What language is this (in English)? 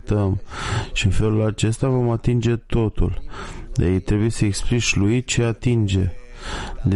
Romanian